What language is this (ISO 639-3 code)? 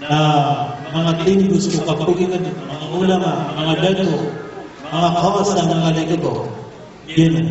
mrw